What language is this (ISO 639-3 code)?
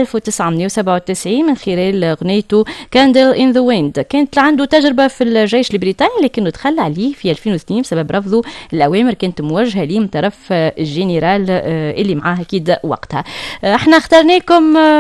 aeb